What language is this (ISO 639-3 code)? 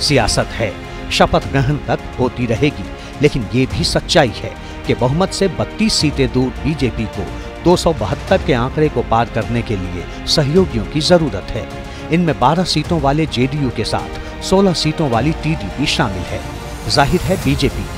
hin